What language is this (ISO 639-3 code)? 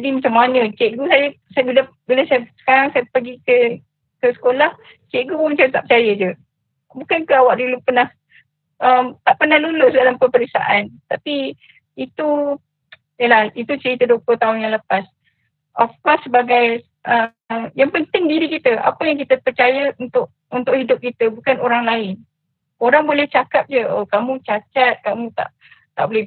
msa